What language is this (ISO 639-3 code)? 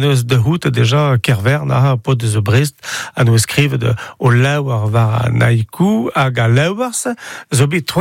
bre